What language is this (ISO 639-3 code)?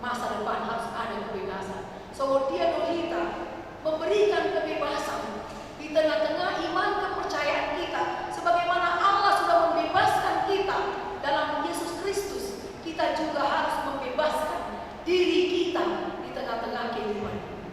bbc